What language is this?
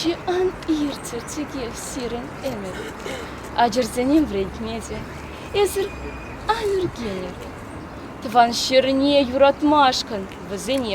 Chuvash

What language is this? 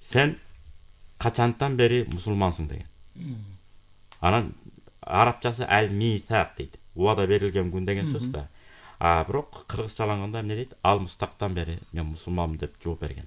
Kyrgyz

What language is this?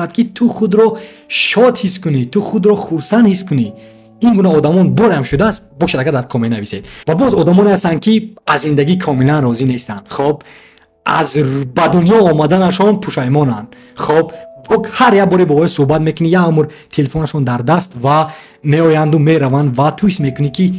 Tajik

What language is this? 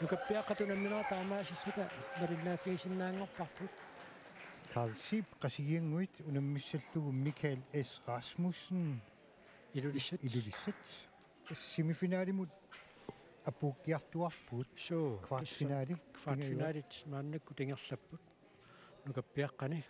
Kalaallisut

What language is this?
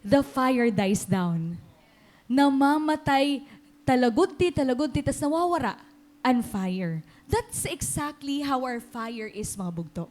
Waray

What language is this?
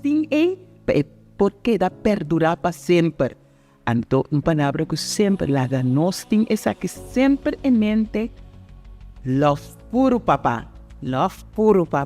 Papiamento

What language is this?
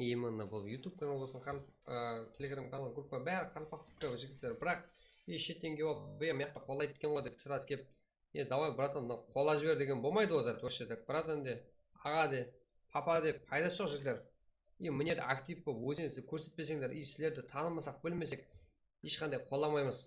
Kara-Kalpak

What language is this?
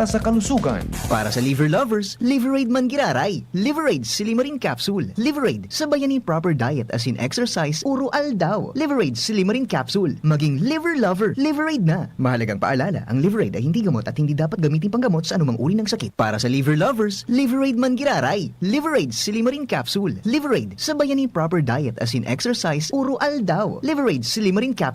Bikol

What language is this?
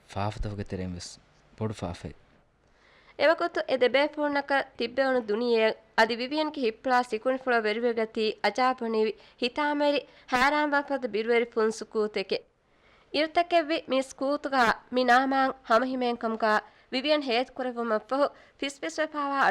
Divehi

